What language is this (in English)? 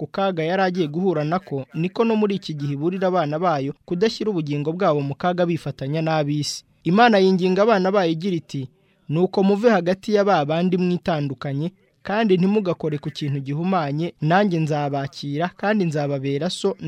Kinyarwanda